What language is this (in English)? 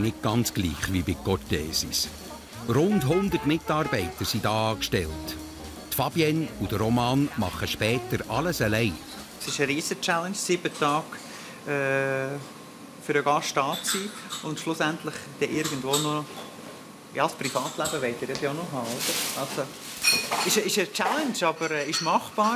Swiss German